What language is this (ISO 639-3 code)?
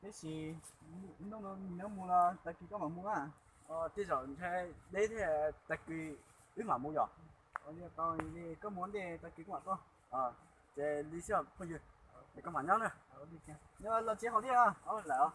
hmn